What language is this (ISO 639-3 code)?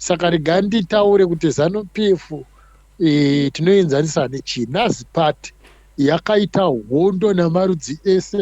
sna